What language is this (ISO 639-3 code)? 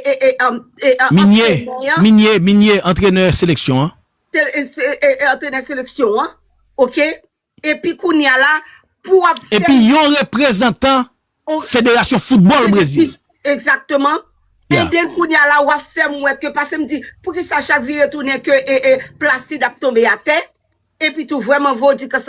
hat